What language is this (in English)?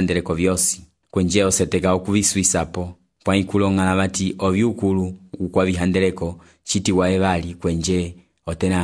Umbundu